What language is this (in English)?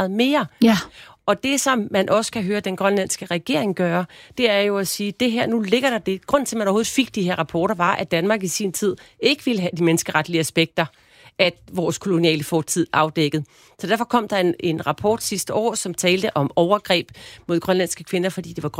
Danish